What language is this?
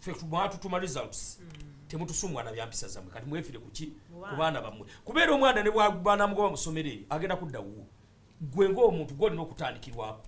Ganda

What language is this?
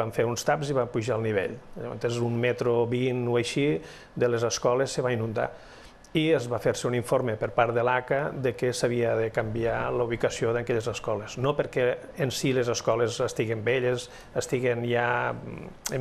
Catalan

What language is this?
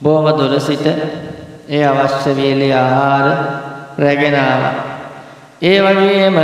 Sinhala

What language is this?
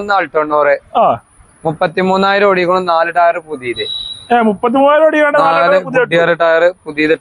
Malayalam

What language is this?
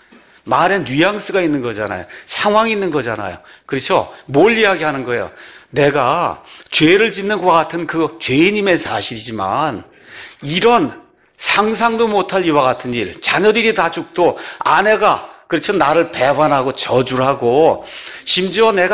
Korean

